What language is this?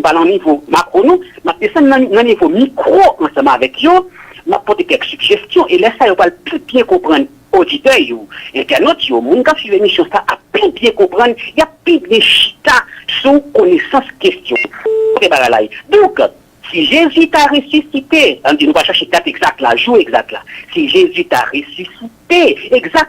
Haitian Creole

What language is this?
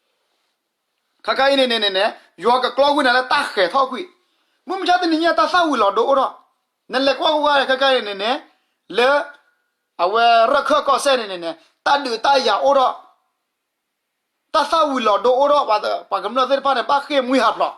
S'gaw Karen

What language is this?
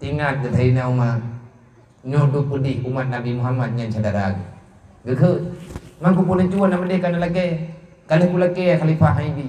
Achinese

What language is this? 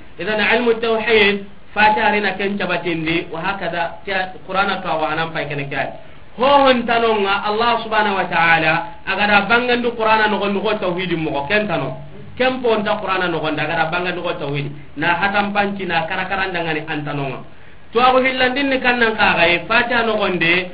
Soninke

